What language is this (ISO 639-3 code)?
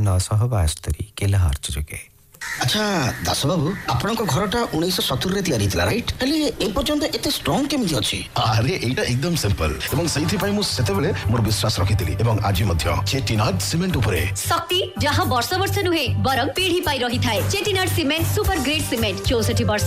ori